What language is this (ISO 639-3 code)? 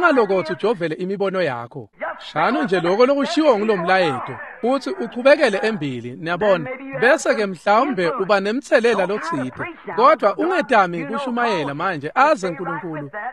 ssw